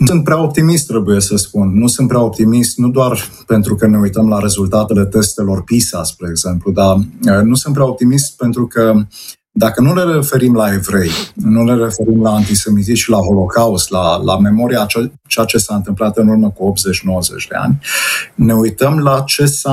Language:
Romanian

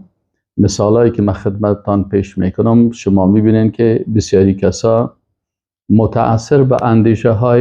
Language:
Persian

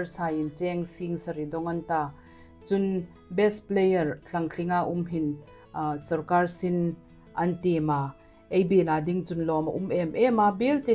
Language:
Hmar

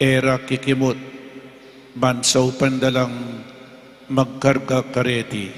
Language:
Pampanga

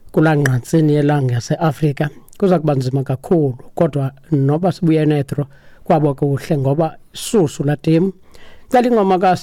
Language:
Xhosa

